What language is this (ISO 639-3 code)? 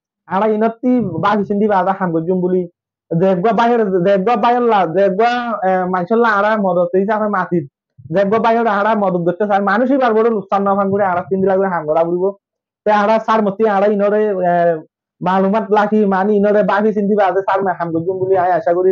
rhg